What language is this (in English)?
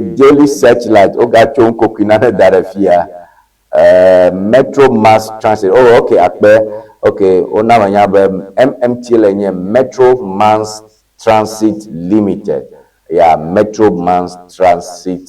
Ewe